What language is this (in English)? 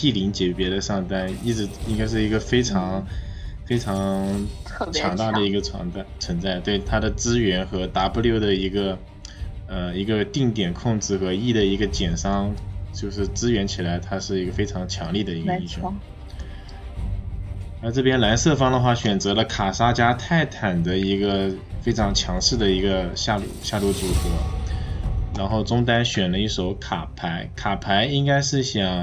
Chinese